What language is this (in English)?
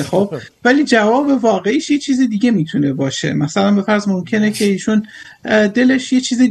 Persian